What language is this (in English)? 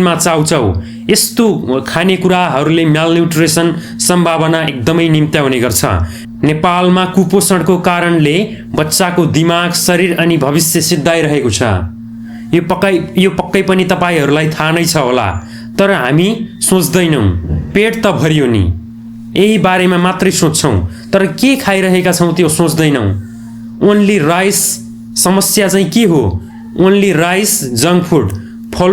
Nepali